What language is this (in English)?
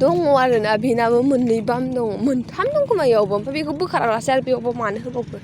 Bodo